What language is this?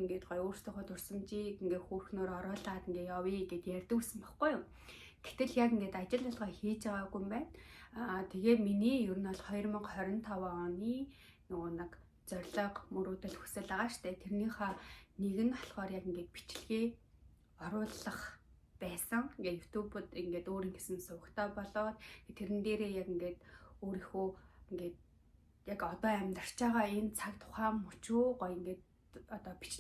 Mongolian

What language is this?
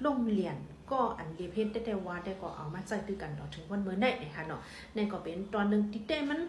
Shan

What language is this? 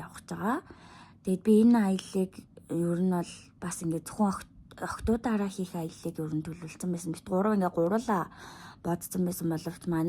Mongolian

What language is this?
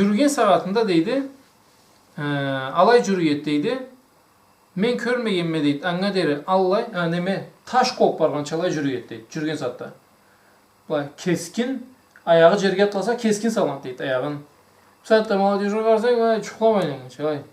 Karachay-Balkar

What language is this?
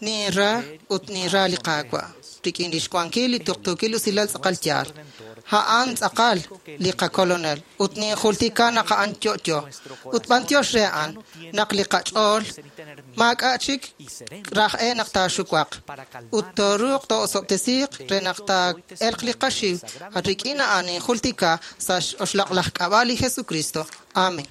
Kekchí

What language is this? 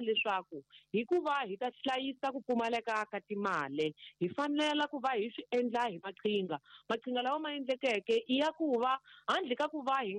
Tsonga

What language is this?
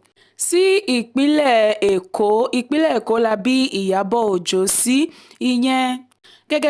Yoruba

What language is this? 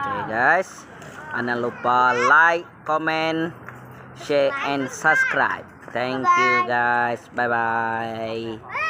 Iban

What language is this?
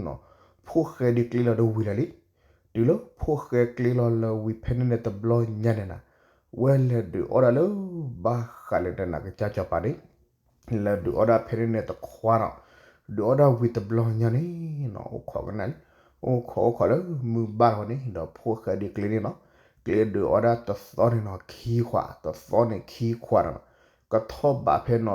S'gaw Karen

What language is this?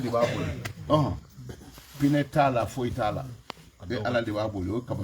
Bambara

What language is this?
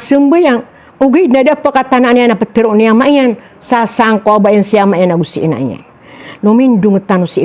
Maranao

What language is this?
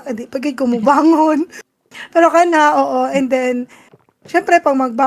Cebuano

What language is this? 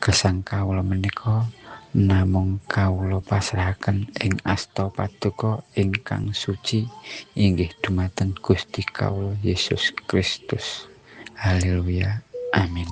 Javanese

